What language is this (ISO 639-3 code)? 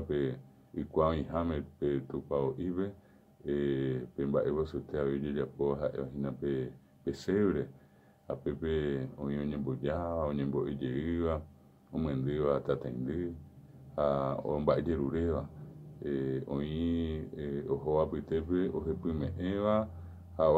grn